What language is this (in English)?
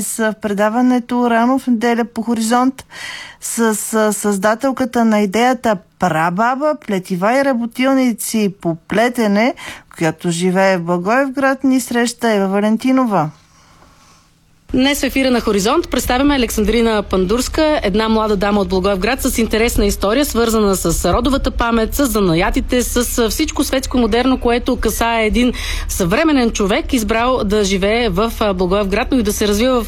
Bulgarian